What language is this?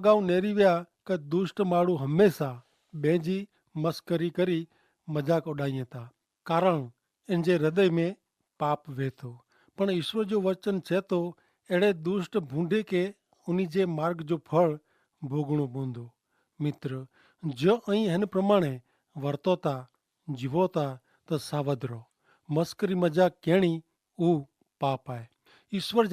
Kachhi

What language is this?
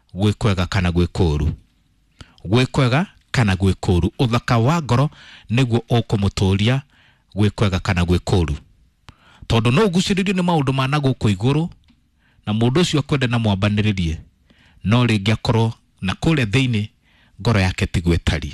Kikuyu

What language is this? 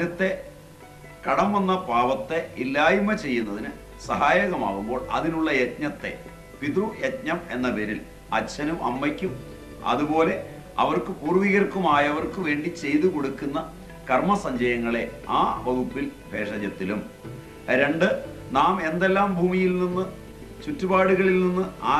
Malayalam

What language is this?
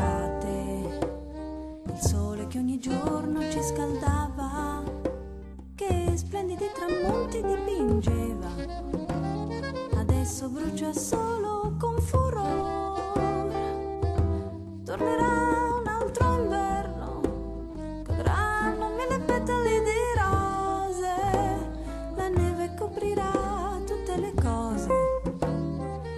Italian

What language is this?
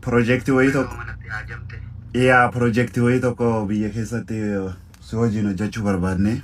Oromo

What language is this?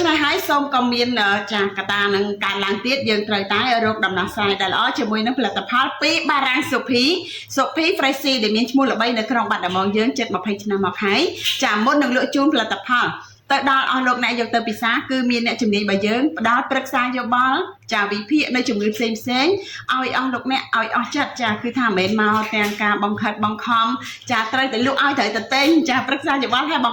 Khmer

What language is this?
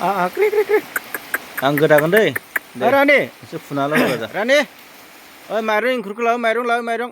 Bodo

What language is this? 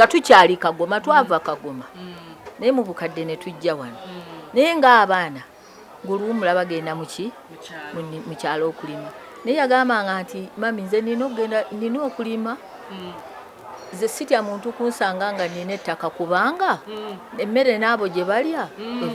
Ganda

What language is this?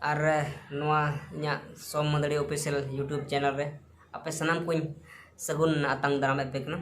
Santali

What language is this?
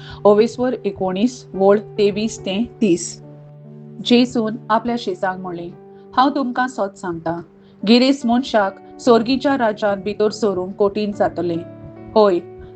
Konkani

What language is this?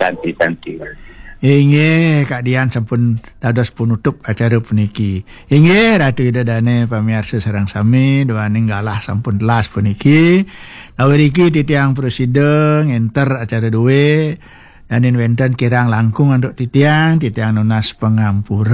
Balinese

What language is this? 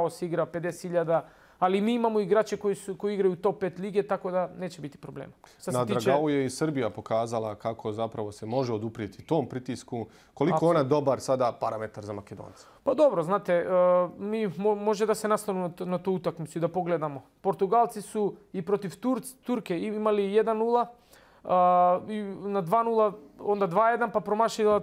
Bosnian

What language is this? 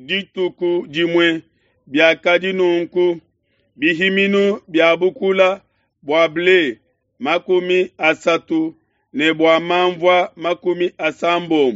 Luba-Lulua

